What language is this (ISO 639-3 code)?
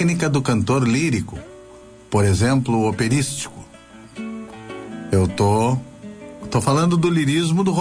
por